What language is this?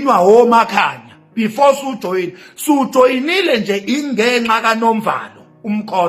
Zulu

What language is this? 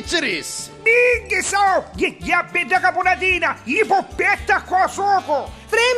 Neapolitan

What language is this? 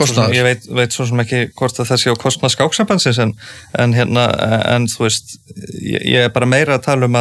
Icelandic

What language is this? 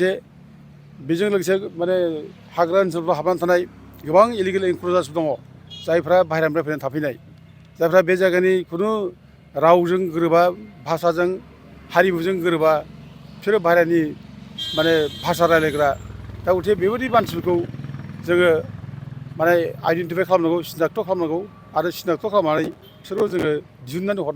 Bodo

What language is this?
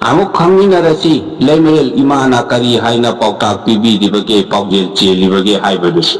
Manipuri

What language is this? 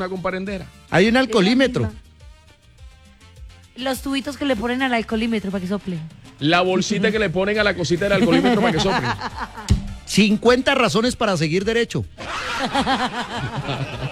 Spanish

